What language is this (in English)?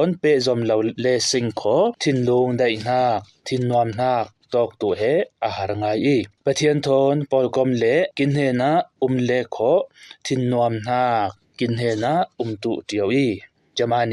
Falam Chin